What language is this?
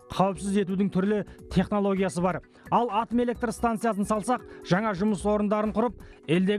Kazakh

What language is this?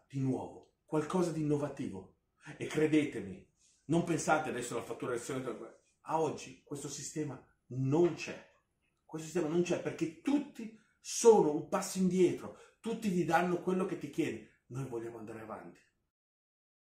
Italian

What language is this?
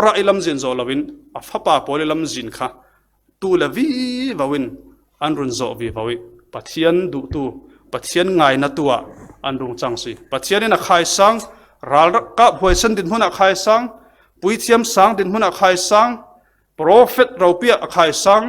Falam Chin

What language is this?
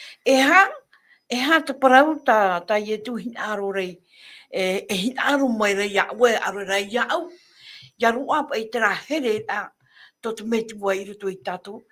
Tahitian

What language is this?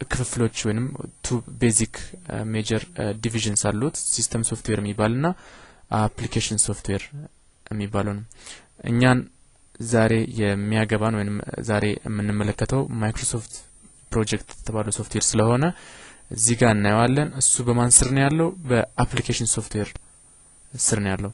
Amharic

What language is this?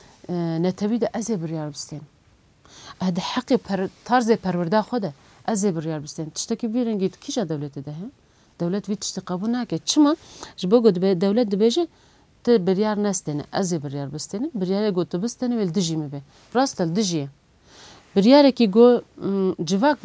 Kurdish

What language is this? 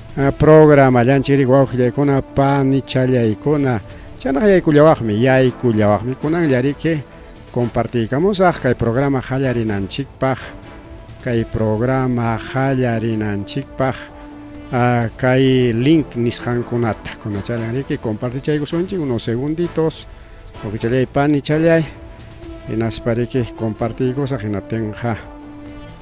Ayacucho Quechua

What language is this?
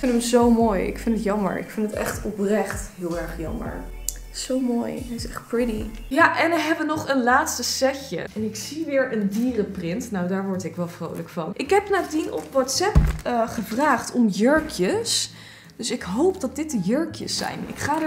Dutch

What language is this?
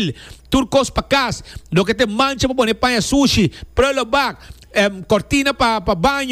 Papiamento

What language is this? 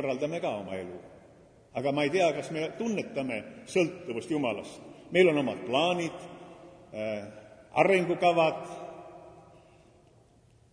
Estonian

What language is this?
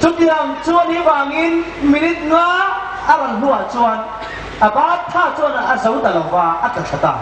Hmar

